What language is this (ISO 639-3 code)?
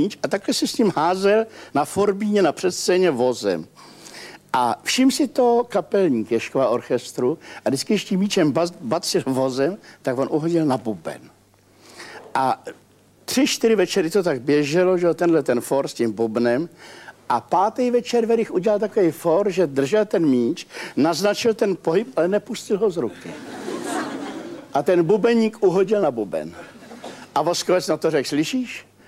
ces